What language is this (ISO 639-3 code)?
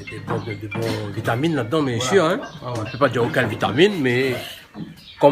rcf